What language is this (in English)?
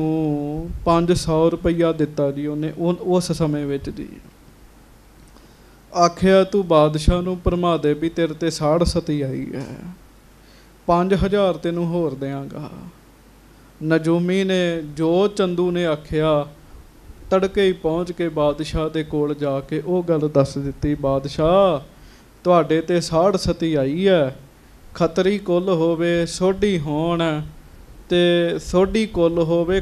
Punjabi